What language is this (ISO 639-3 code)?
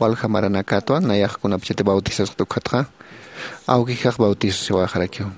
aym